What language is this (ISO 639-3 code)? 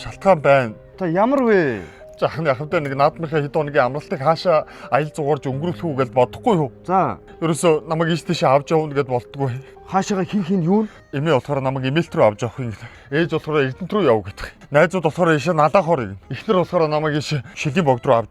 mon